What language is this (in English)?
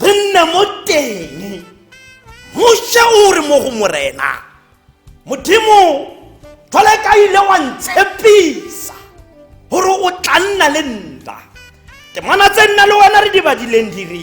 Tswana